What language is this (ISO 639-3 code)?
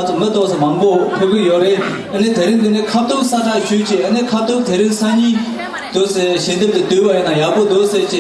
bod